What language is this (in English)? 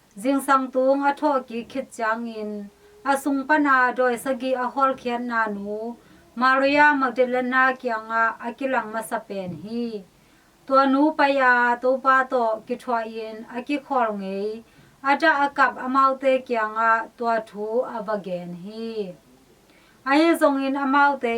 Tedim Chin